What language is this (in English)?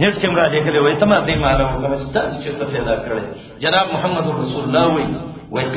Pashto